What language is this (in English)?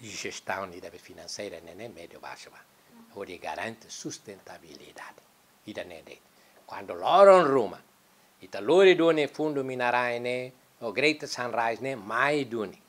Tetum